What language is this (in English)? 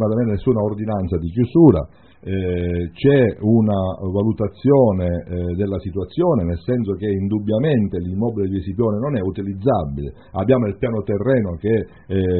Italian